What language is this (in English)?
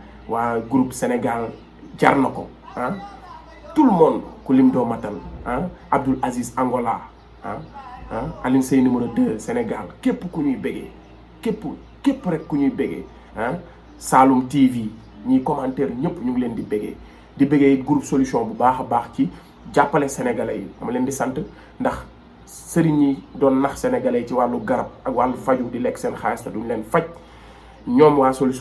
Wolof